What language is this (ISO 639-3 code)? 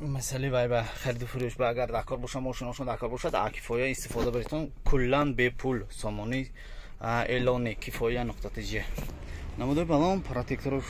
tgk